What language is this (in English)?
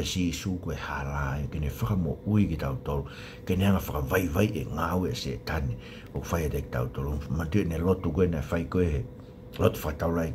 Tongan